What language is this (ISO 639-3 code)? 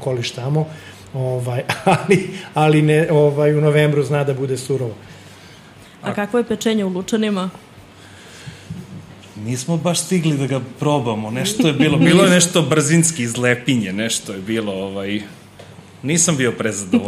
srp